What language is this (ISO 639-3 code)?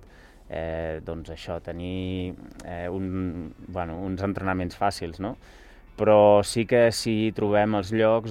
cat